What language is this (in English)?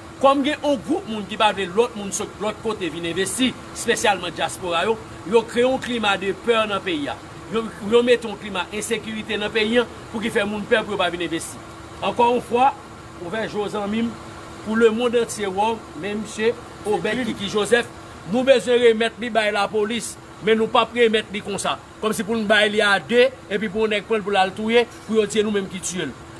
Haitian Creole